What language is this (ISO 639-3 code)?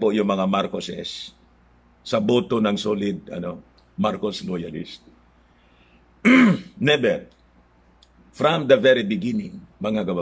fil